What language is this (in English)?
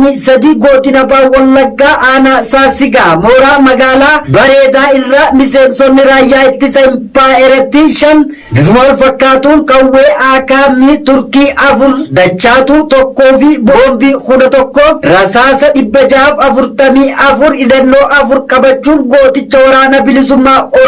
Oromo